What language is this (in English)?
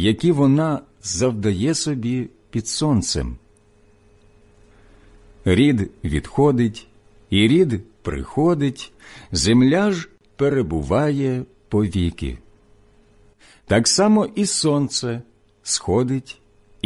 Ukrainian